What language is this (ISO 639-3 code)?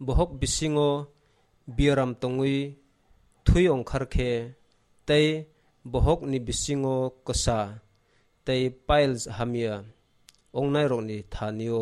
trp